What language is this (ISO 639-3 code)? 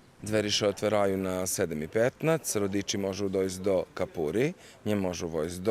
rue